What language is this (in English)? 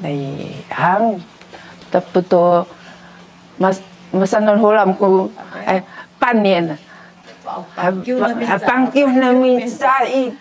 Sakizaya